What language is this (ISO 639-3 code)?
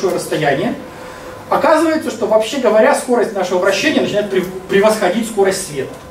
rus